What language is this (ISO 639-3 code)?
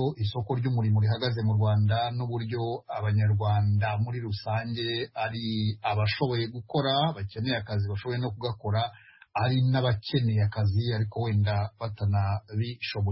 kin